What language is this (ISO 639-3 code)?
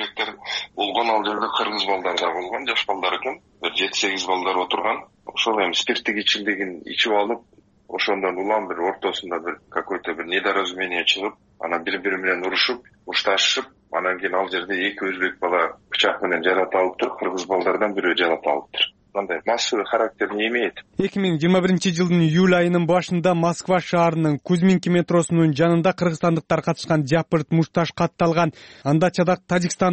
kir